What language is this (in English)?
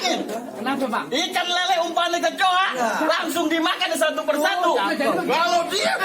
Betawi